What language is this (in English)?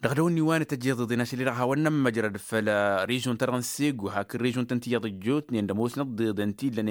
Tamasheq